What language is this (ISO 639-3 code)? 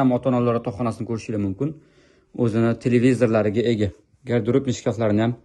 uzb